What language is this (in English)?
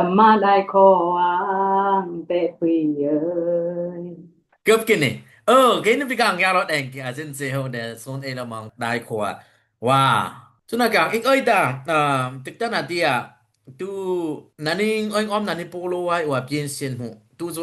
Dimasa